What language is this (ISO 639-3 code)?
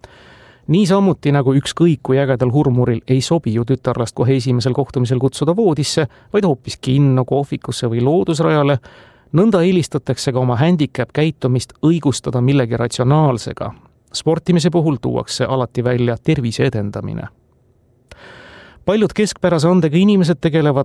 est